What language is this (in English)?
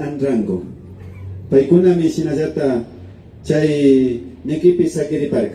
Imbabura Highland Quichua